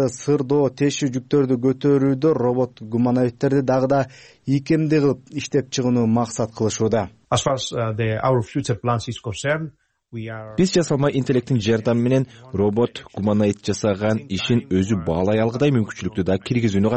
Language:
Kyrgyz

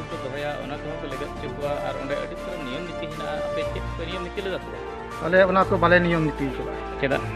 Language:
Santali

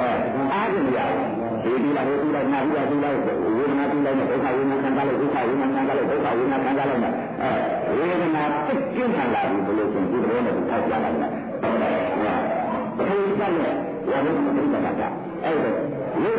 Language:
Burmese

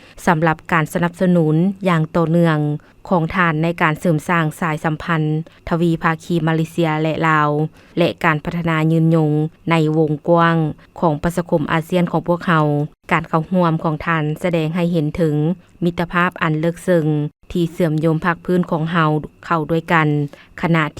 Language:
Lao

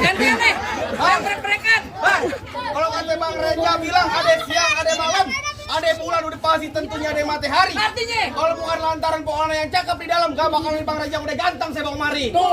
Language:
Betawi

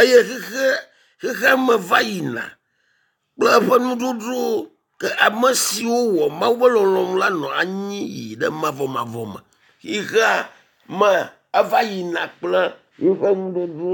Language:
Ewe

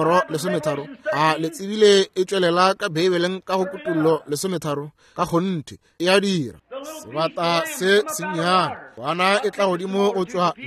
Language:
Northern Sotho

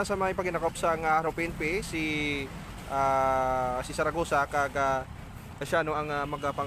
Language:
Hiligaynon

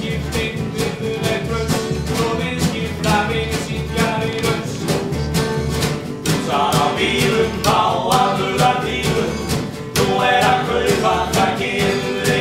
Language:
Icelandic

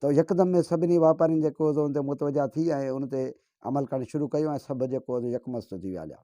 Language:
Sindhi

